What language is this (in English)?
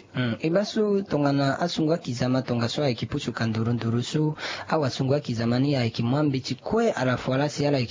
Sango